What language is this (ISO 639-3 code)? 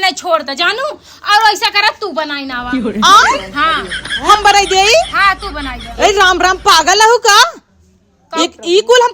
awa